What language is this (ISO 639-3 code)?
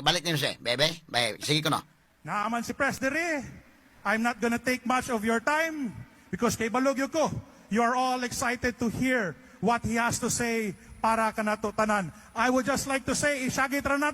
ceb